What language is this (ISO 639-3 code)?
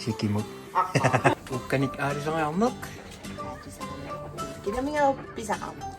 kal